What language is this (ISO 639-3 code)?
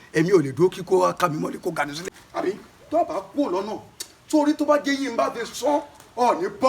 yor